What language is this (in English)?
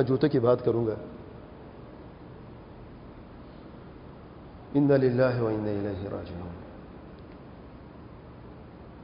Urdu